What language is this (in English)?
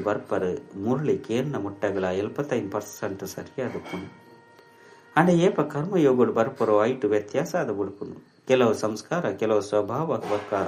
Tulu